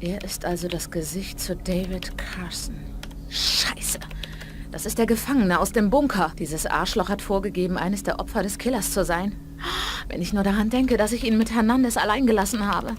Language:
Bavarian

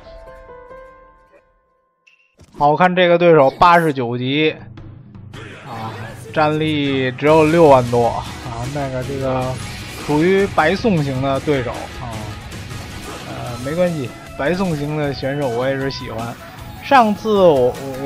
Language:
Chinese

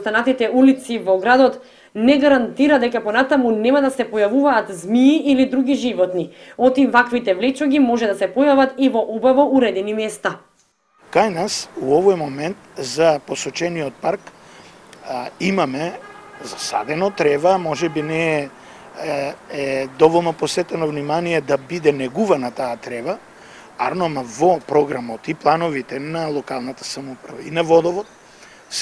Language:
Macedonian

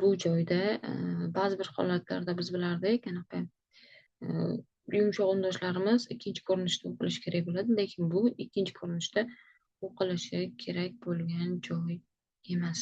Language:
Uzbek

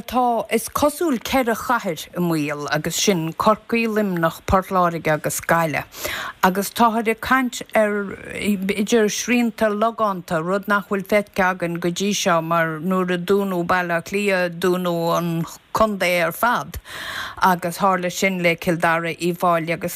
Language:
Irish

